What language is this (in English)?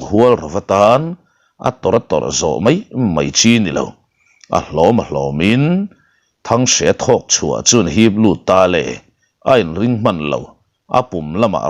Mizo